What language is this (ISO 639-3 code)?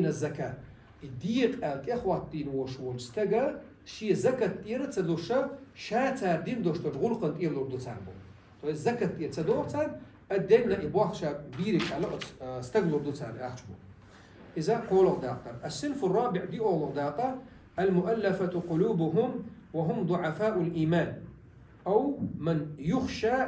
che